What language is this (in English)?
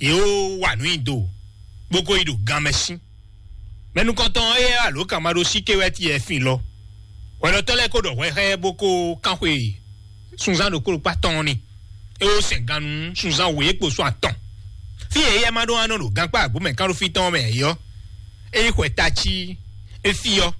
Fon